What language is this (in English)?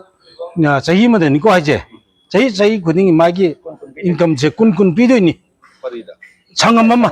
Manipuri